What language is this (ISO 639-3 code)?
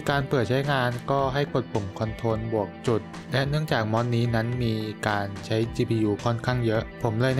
tha